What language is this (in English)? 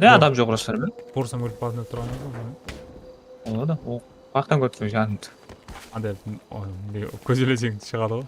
Kara-Kalpak